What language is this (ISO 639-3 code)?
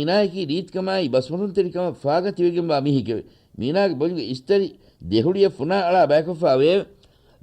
div